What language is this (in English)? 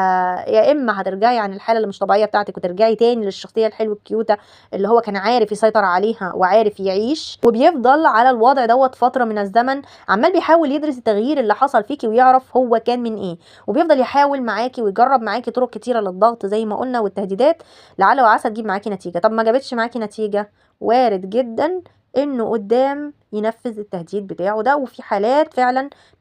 Egyptian Arabic